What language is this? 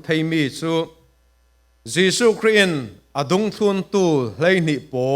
Falam Chin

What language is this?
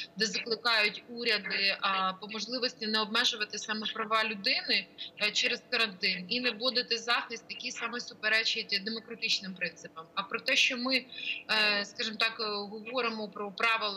Ukrainian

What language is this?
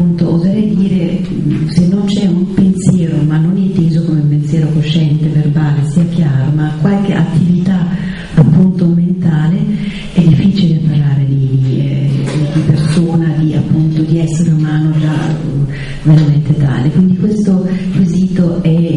Italian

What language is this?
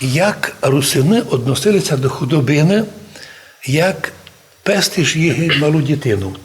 Rusyn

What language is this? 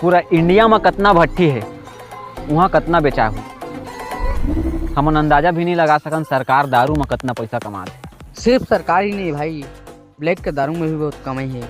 Chhattisgarhi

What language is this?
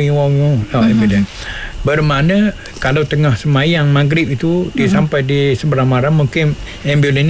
Malay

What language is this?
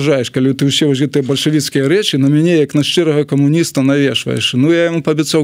Belarusian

